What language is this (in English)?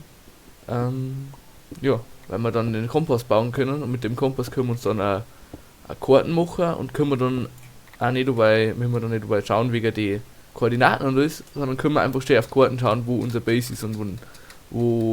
Bavarian